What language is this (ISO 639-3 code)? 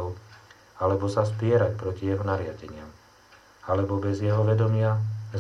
slk